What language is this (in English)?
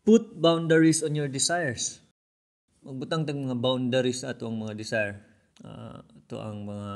Cebuano